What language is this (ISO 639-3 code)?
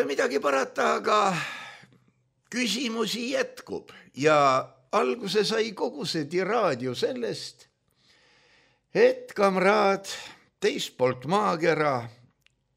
est